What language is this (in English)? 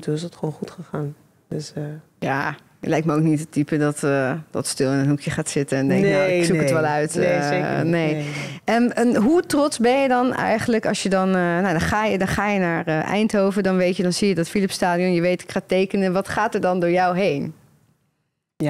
Dutch